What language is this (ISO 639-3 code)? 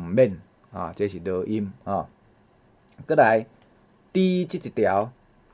nan